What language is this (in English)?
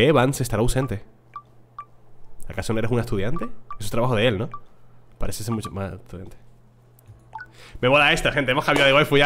Spanish